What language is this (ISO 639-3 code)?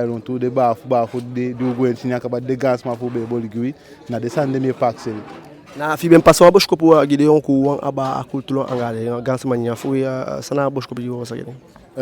djk